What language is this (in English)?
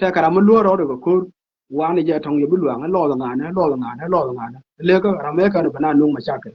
Nuer